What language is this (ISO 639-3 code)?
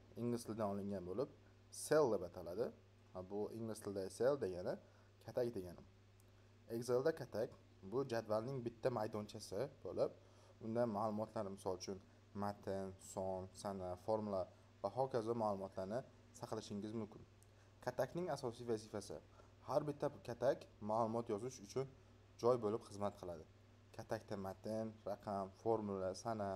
uzb